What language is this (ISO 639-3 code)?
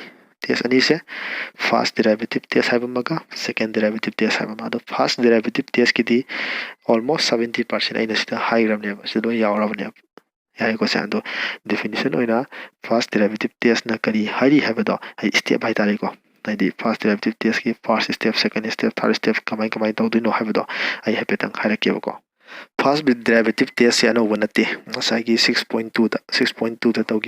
mni